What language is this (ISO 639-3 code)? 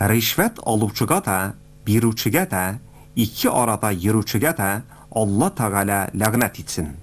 tat